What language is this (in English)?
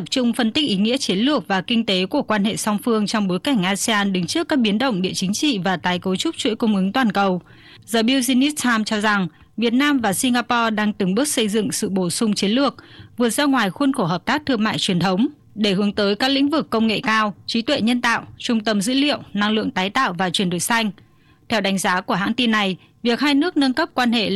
Vietnamese